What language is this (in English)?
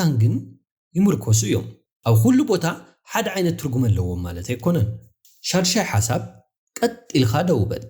Tigrinya